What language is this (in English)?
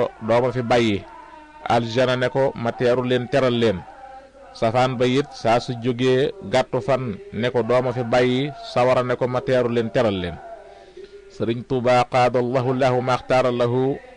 Wolof